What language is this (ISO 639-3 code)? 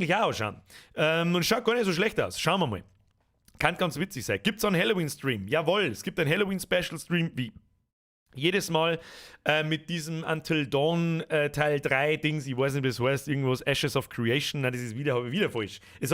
bar